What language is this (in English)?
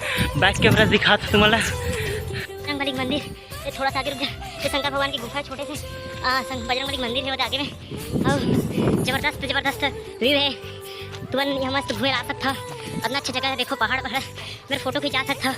Chhattisgarhi